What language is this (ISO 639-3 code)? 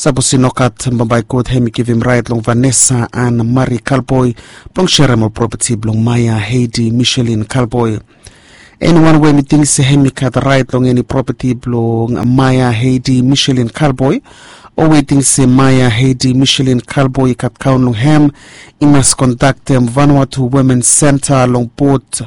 bis